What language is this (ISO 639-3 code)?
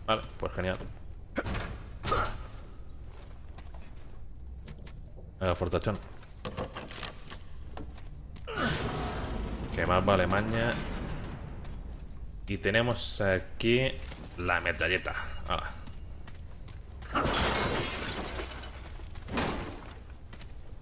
spa